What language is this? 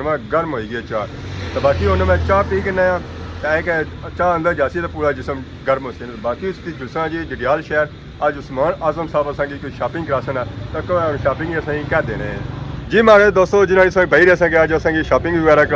Pahari-Potwari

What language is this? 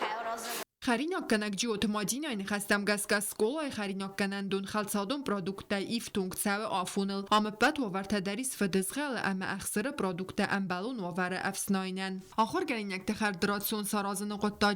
Ossetic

